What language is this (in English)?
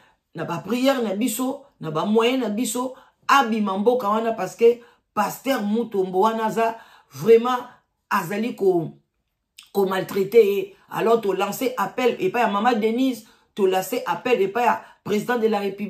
Lingala